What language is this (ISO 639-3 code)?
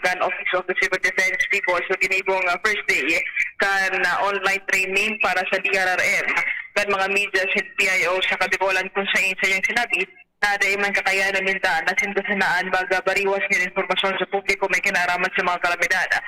bik